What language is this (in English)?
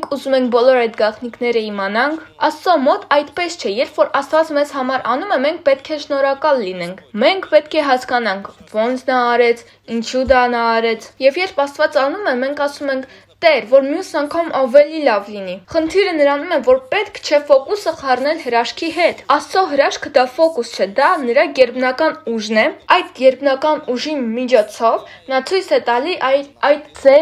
Armenian